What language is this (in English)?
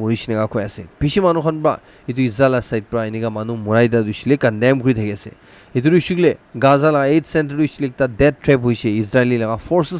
Naga Pidgin